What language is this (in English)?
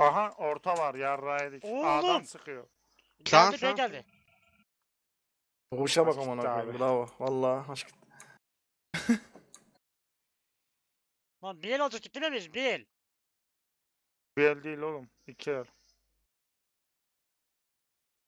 Turkish